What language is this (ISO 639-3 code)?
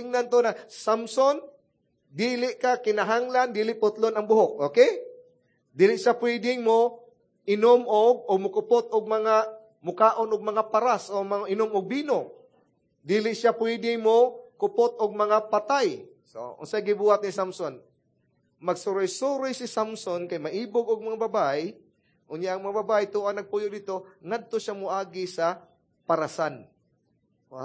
ceb